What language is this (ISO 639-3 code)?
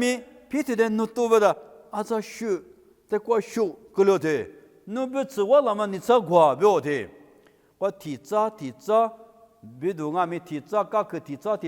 lis